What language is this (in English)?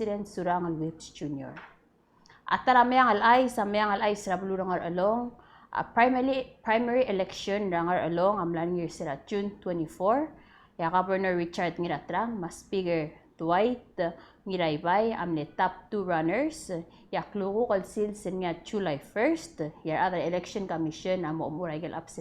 Palauan